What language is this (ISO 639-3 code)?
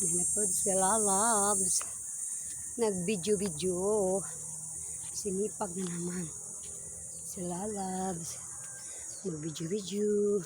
ceb